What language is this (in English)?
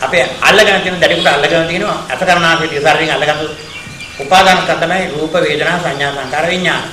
Sinhala